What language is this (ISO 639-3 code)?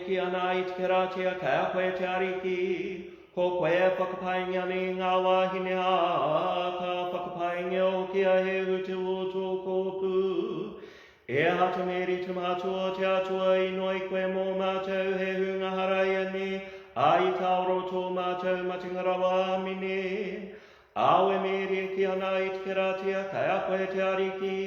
mri